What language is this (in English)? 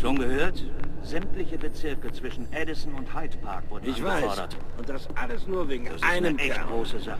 Bavarian